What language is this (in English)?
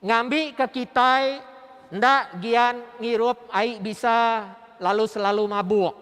Iban